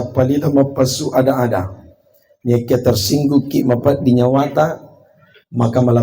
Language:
Buginese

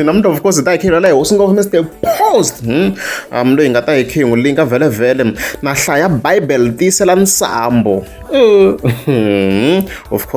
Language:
Tsonga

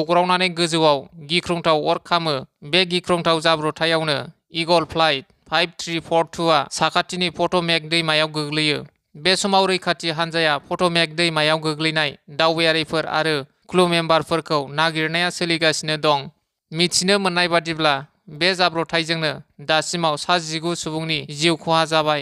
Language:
Bodo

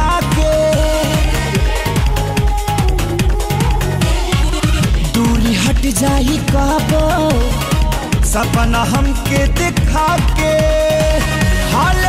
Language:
Bhojpuri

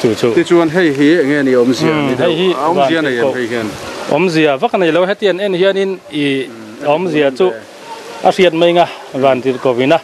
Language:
Mizo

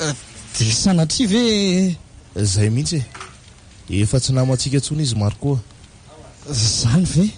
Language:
Malagasy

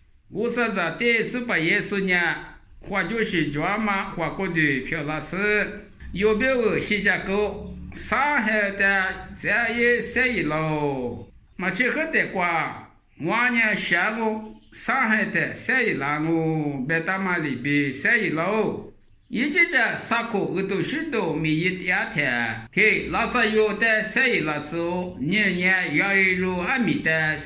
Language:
Lisu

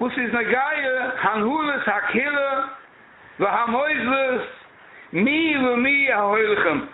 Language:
Yiddish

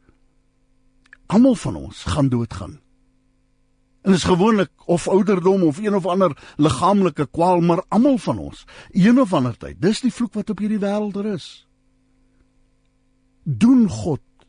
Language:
Afrikaans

